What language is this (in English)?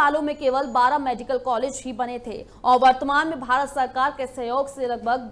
Hindi